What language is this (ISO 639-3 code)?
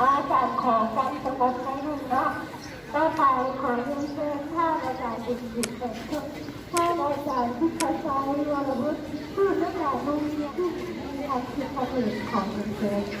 lao